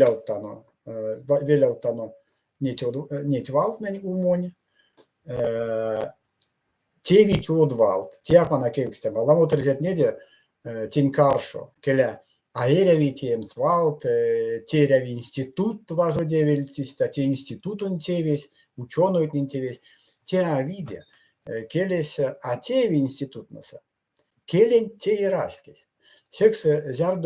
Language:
Erzya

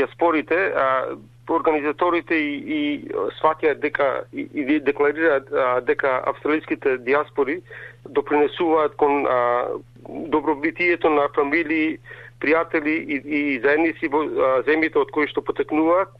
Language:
Macedonian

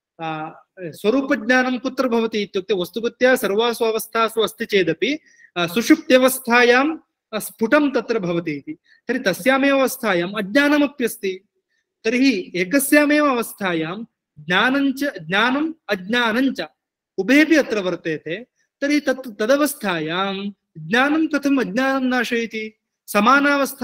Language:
Sanskrit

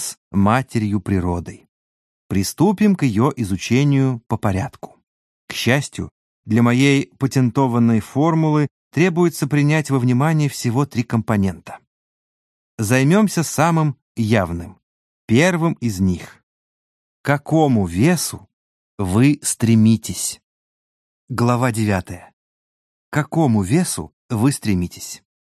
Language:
Russian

